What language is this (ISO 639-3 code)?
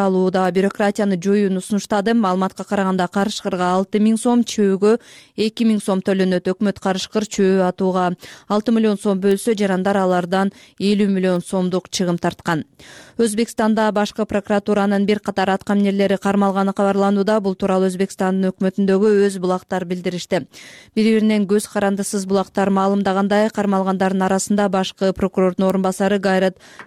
kir